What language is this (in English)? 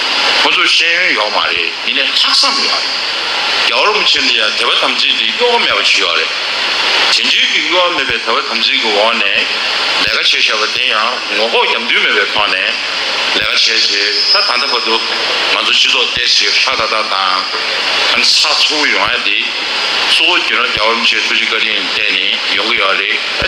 Tibetan